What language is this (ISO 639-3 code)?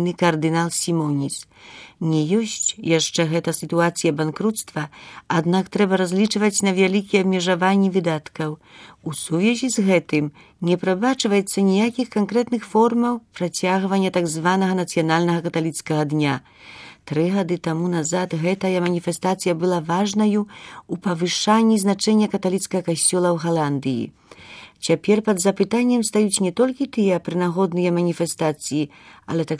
bel